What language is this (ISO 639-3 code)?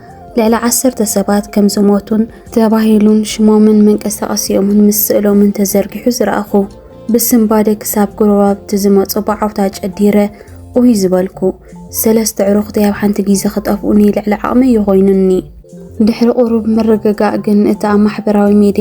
tir